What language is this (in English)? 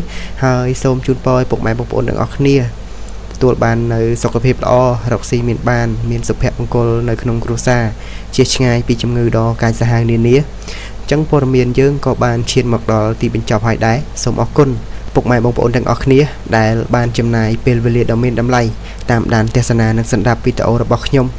Khmer